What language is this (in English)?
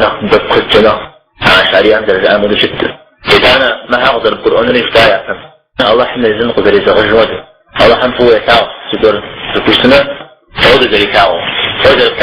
Kabardian